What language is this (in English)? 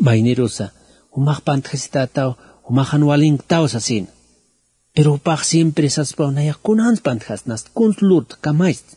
Aymara